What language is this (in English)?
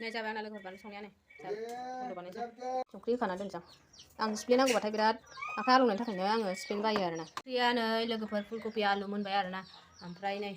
Bodo